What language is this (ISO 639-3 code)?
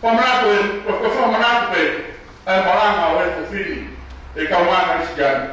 ton